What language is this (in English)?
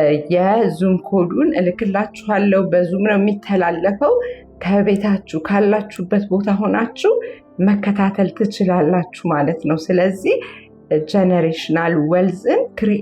Amharic